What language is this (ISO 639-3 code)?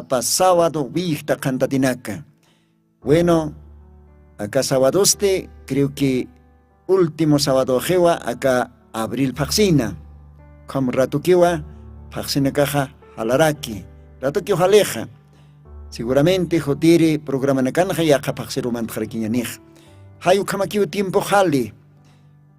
aym